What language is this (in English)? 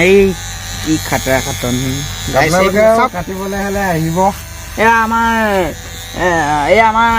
Assamese